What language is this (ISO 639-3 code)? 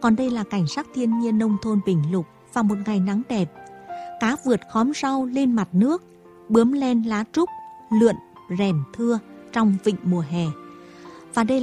vie